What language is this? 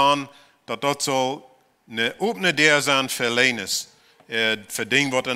Plautdietsch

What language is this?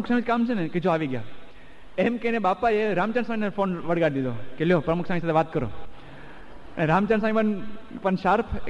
Gujarati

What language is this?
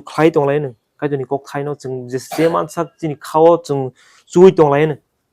Kok Borok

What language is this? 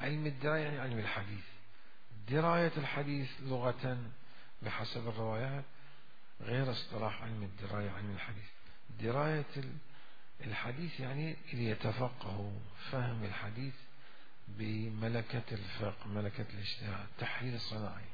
Mesopotamian Arabic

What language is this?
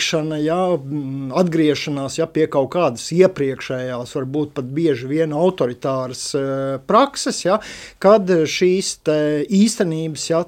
Latvian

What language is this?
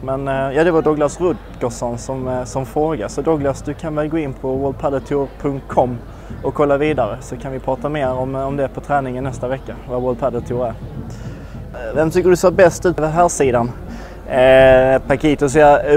Swedish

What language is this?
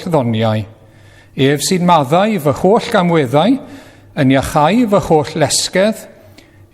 Welsh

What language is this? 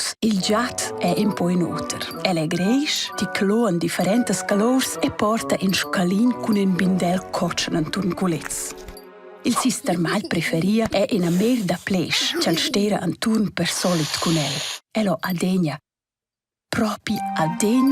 Romansh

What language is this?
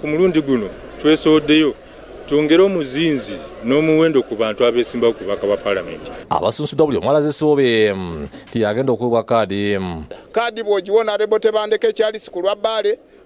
Ganda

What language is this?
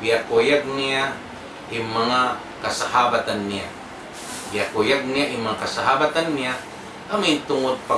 Tausug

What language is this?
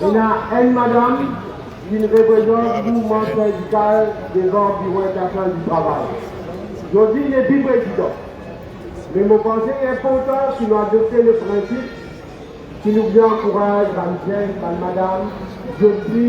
Morisyen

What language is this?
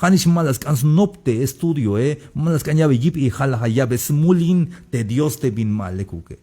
Tzeltal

